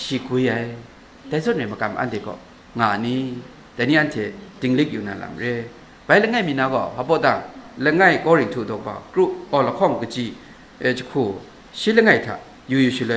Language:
Kachin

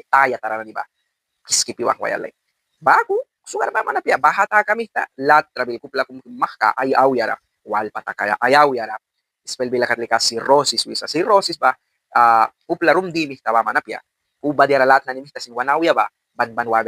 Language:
Mískito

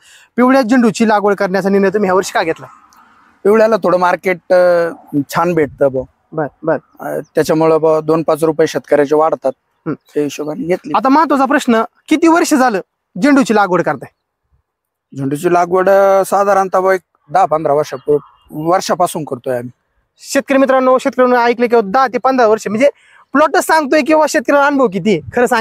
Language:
Marathi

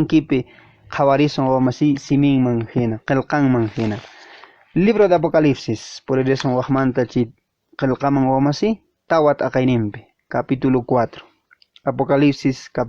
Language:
Quechua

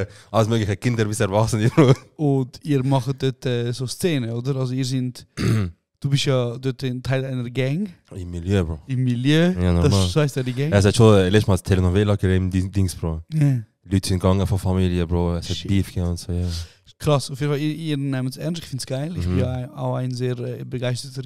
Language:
Swiss German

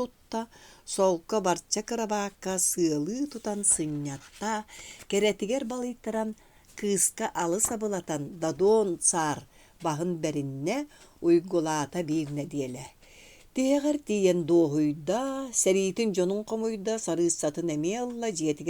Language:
Yakut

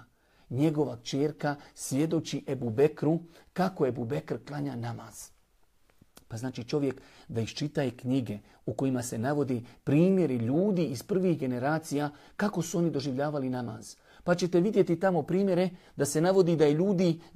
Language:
Bosnian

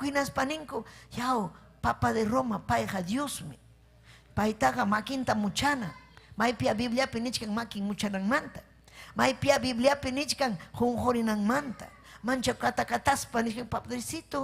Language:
Ayacucho Quechua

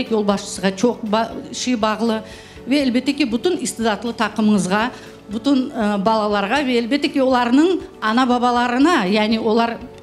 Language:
Crimean Tatar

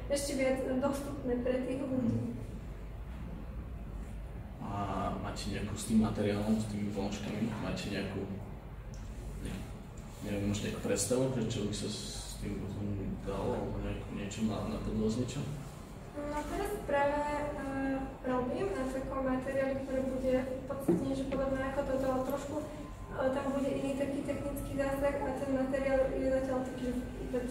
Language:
Slovak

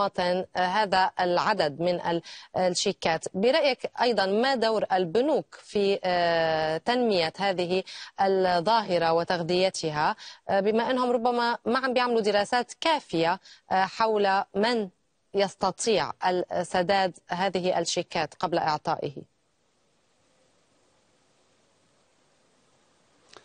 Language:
Arabic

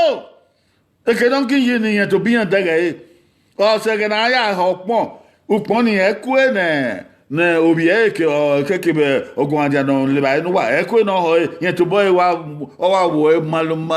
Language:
Bini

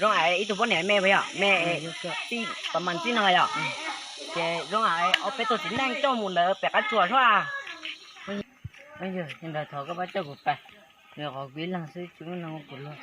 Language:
Hmong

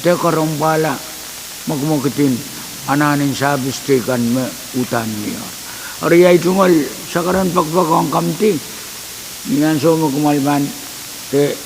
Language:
Pohnpeian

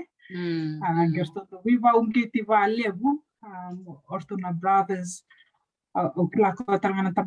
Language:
Fijian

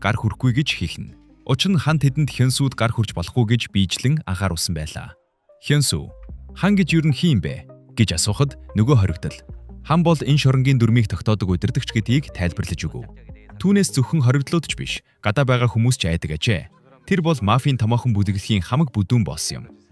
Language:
Mongolian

